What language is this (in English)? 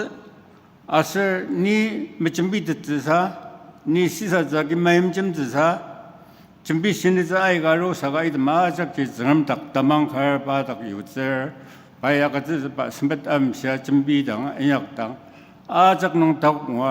Ao Naga